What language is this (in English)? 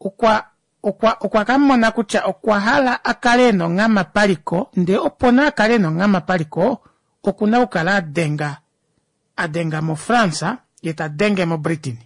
Kuanyama